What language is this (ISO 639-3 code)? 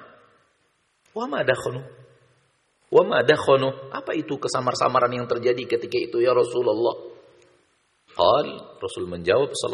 ind